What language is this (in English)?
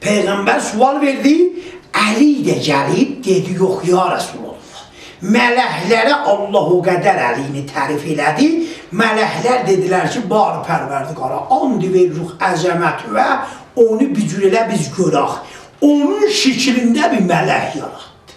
South Azerbaijani